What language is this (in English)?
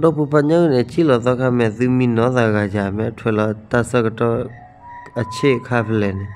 S'gaw Karen